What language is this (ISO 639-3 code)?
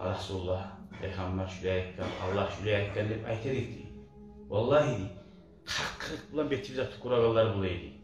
kum